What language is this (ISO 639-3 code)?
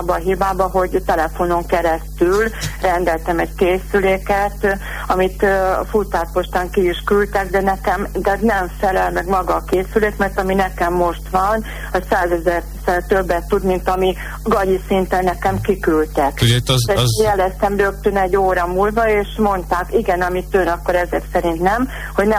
hun